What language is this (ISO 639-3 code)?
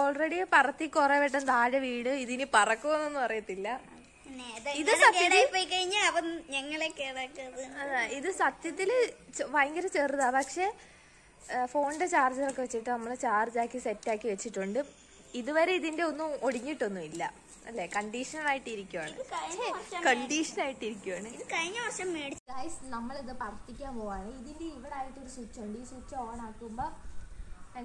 mal